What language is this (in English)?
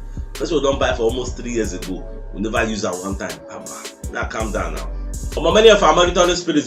Nigerian Pidgin